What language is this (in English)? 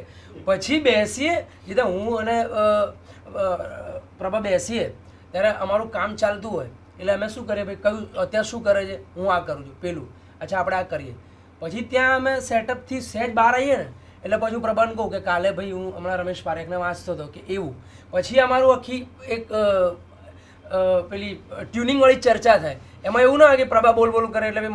Gujarati